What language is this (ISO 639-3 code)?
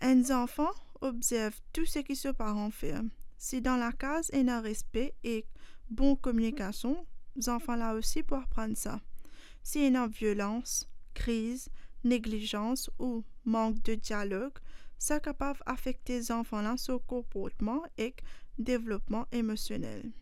mfe